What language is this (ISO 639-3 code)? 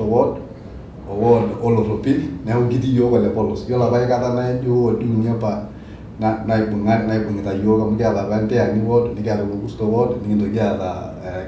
mas